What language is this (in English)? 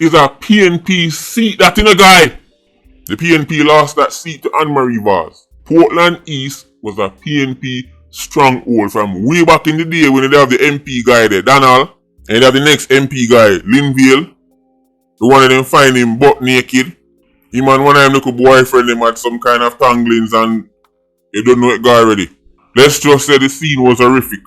Jamaican Creole English